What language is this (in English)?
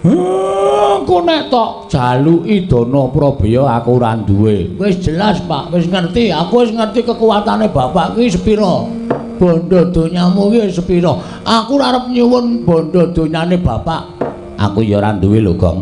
Javanese